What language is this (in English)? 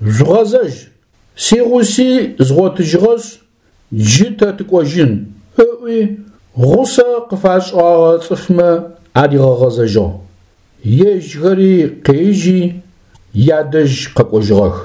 Adyghe